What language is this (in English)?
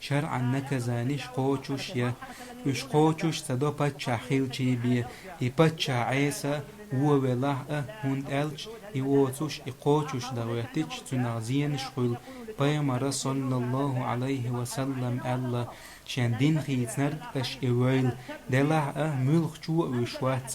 Chechen